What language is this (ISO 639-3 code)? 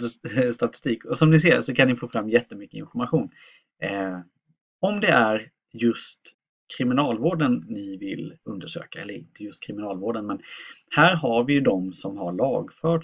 swe